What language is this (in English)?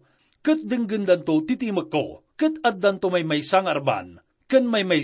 Iloko